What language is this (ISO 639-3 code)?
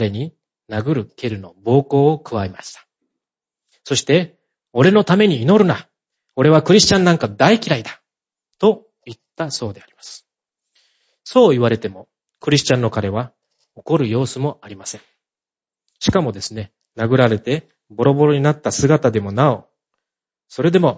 jpn